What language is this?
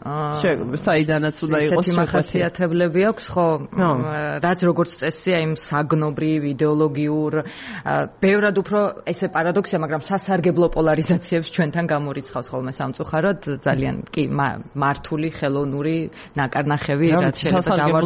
Georgian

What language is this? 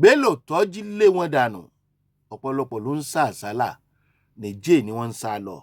Yoruba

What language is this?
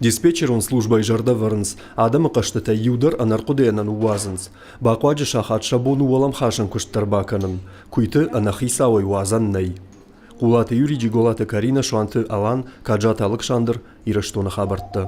Ossetic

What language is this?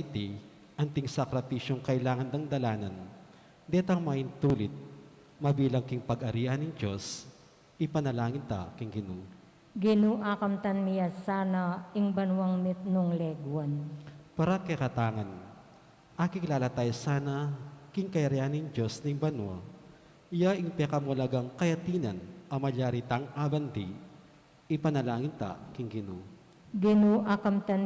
Pampanga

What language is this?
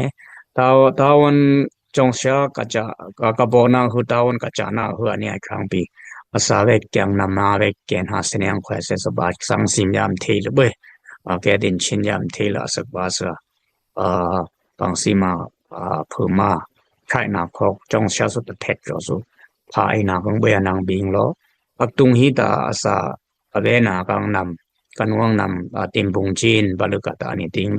Dimasa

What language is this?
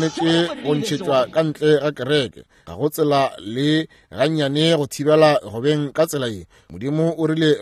Northern Sotho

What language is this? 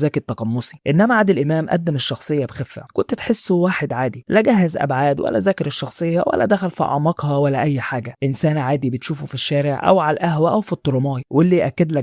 Egyptian Arabic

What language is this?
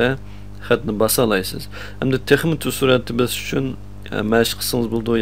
Uyghur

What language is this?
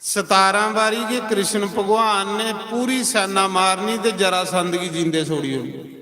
Dogri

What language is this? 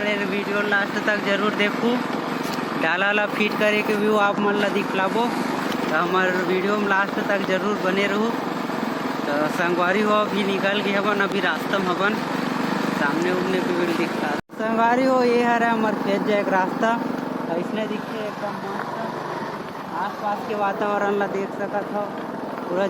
Chhattisgarhi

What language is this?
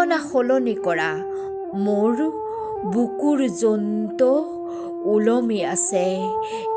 Assamese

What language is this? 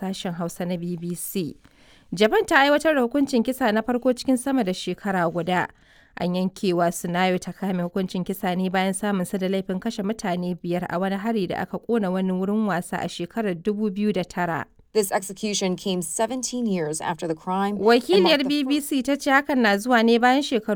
Hausa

